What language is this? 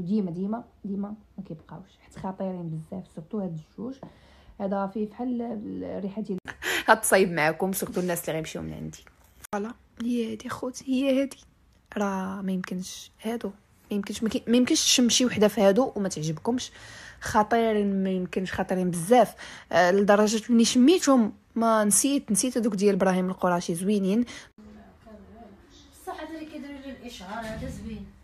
Moroccan Arabic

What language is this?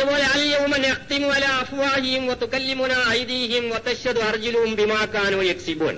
Malayalam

